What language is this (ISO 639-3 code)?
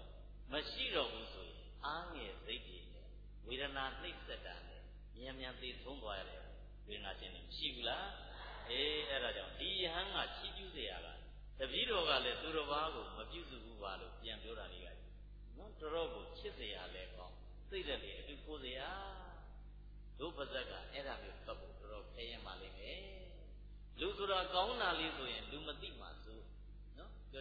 mya